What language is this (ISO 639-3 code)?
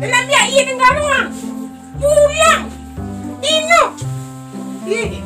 min